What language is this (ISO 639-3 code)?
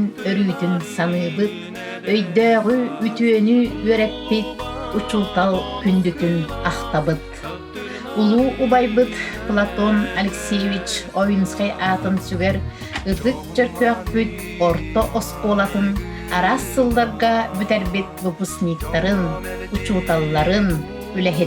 sah